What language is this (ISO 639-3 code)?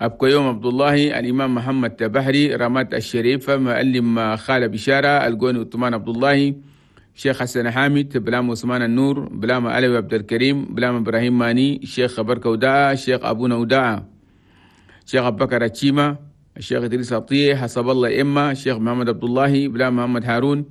shu